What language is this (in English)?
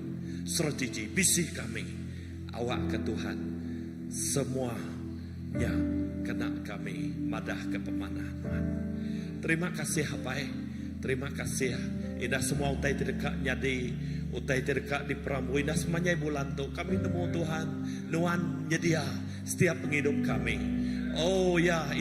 Iban